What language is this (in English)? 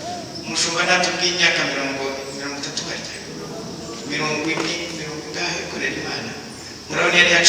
Kinyarwanda